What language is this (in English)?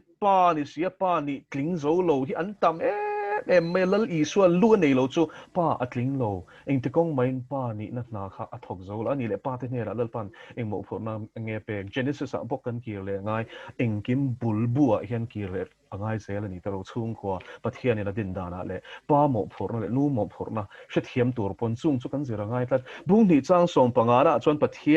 Mizo